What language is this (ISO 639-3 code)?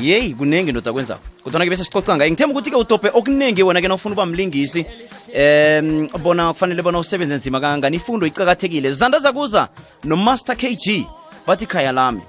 nbl